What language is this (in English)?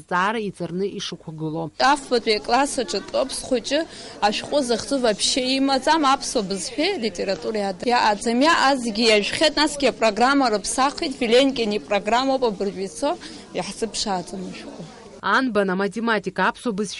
Abkhazian